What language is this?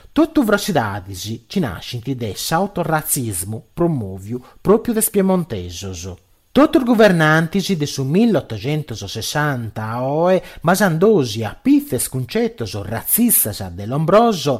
Sardinian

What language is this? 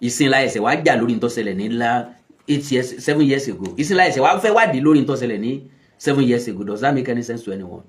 Yoruba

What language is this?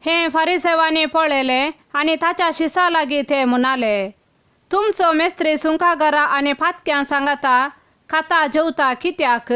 Konkani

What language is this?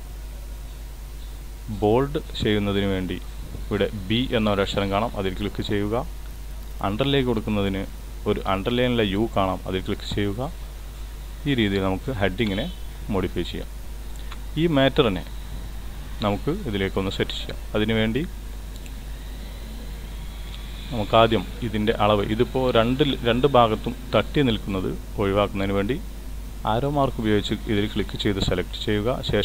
Malayalam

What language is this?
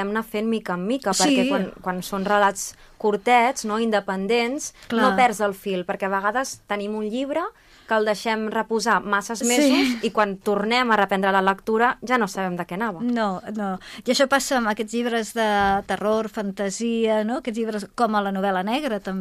Catalan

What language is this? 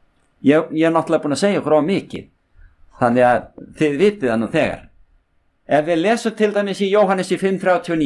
Icelandic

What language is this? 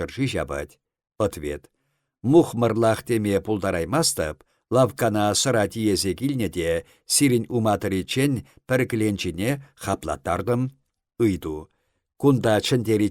Chuvash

